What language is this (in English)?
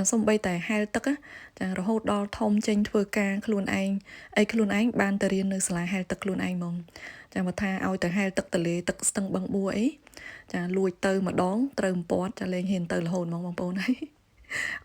Khmer